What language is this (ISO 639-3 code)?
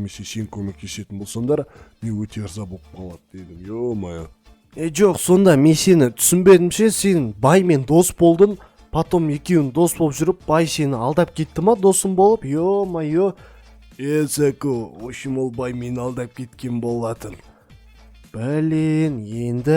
kaz